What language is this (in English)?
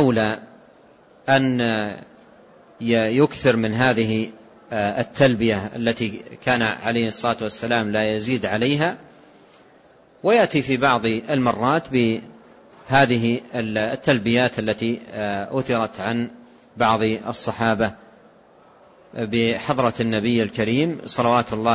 Arabic